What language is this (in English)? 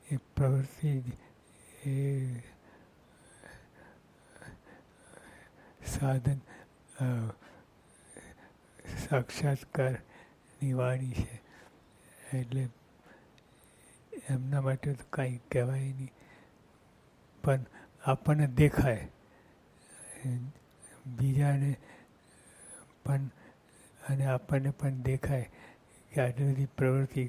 Gujarati